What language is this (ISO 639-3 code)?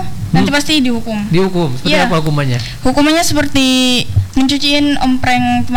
ind